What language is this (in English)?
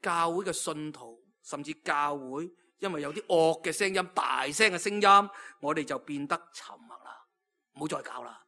Cantonese